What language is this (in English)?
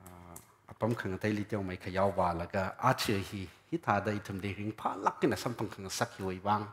Tangkhul Naga (India)